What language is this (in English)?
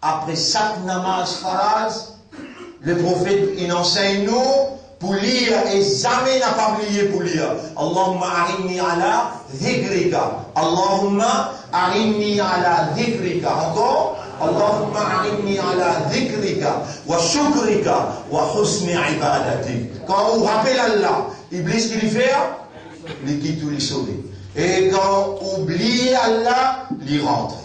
Morisyen